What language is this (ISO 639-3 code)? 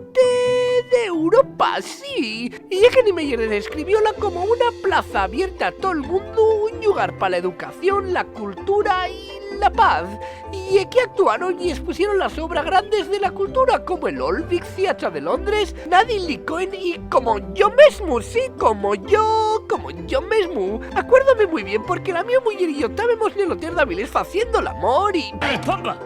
ast